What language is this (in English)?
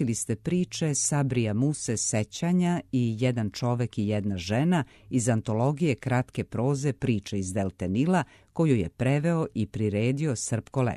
Serbian